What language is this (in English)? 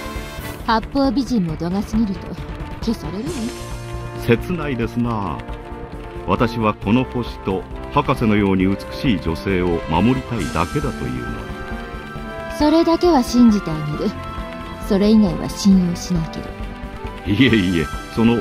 Japanese